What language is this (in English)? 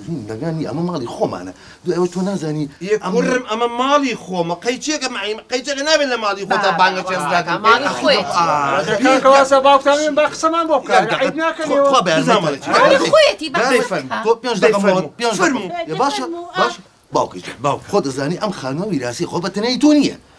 Central Kurdish